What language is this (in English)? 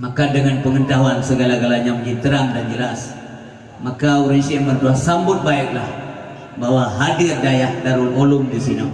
Achinese